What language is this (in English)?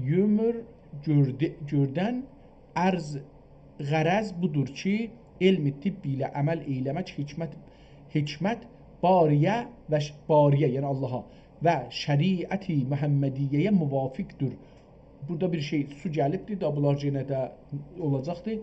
South Azerbaijani